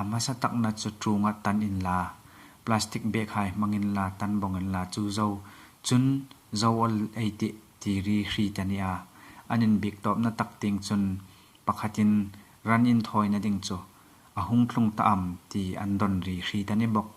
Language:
Hmar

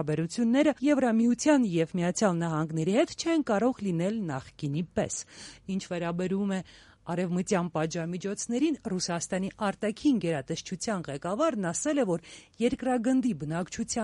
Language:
Armenian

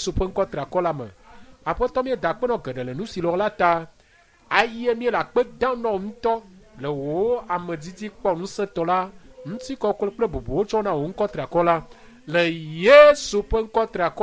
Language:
Ewe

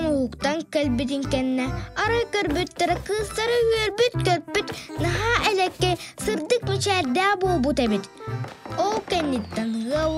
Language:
Yakut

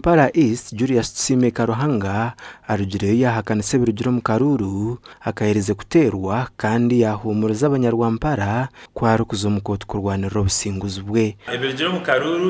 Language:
Nyankole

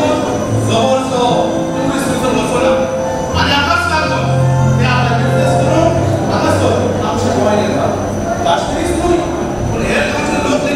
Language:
Konkani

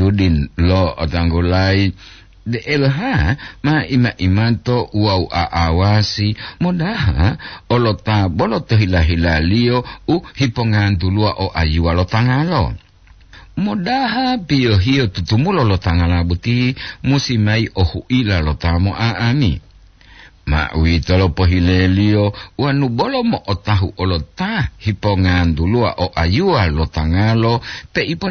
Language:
Gorontalo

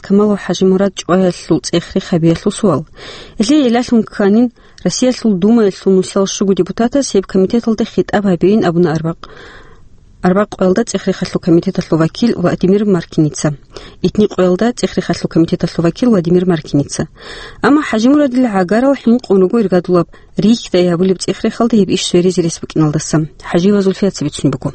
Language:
Avaric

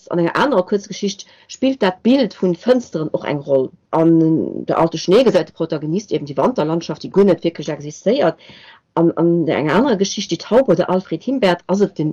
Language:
Luxembourgish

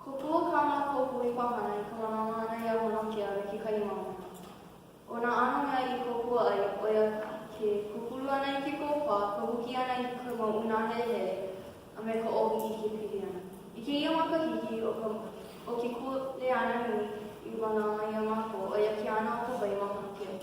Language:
Hawaiian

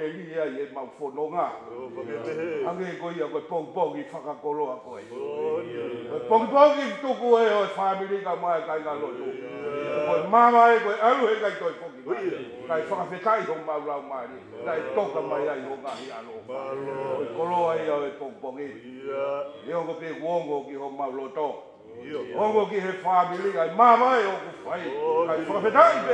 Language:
Tongan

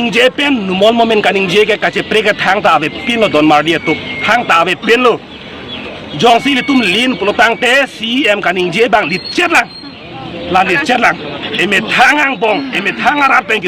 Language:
Karbi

